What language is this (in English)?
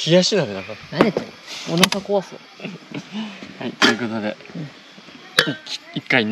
Japanese